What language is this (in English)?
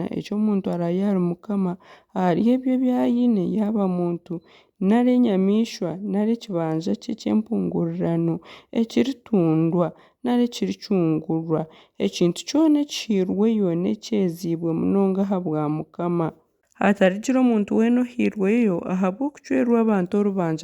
Nyankole